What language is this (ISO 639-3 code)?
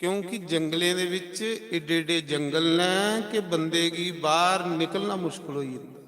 doi